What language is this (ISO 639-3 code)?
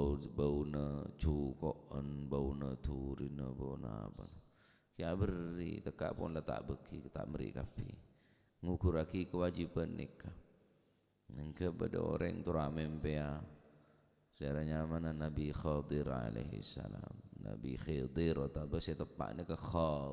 mad